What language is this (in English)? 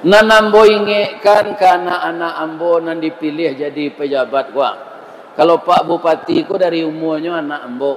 Minangkabau